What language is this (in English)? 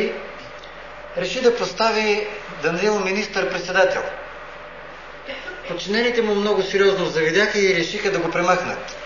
Bulgarian